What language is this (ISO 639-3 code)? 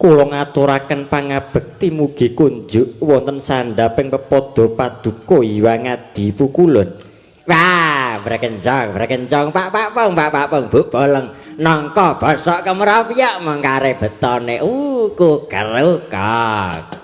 jav